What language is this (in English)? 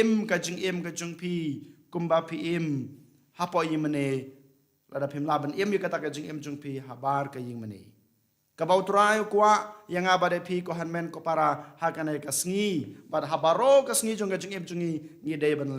Khasi